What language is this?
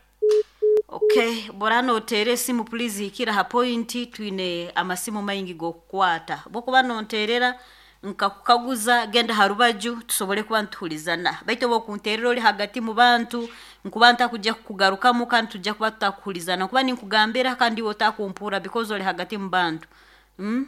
Nyoro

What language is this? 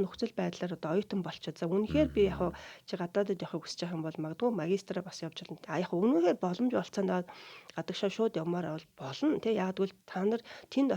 Mongolian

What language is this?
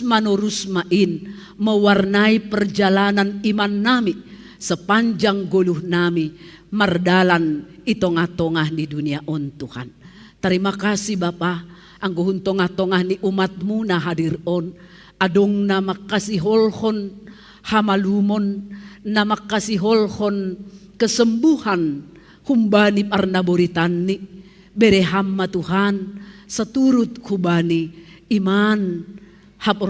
Batak Simalungun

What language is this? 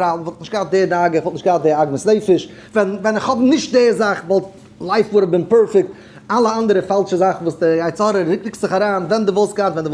Yiddish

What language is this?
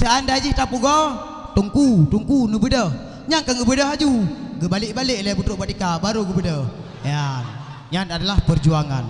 Achinese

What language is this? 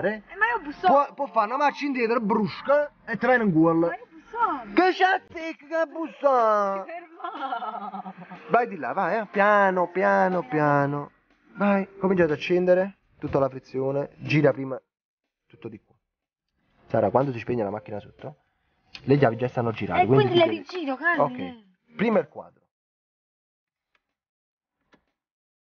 Italian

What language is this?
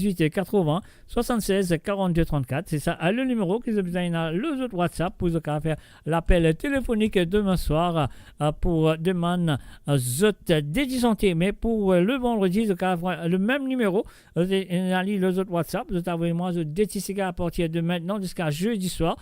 Morisyen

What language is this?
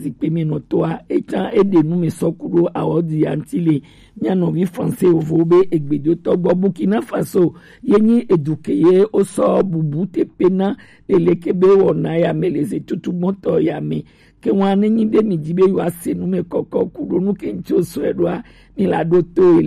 Gen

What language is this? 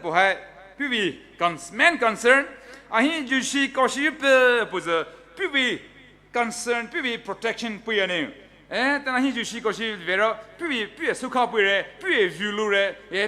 Poumei Naga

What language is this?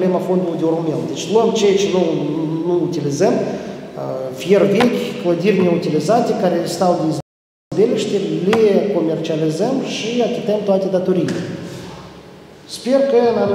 Romanian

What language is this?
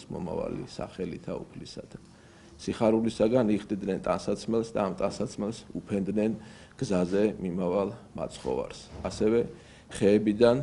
Georgian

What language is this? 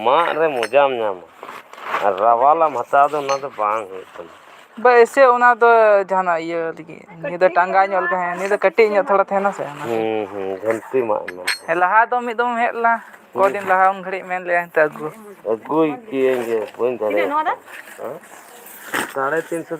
Santali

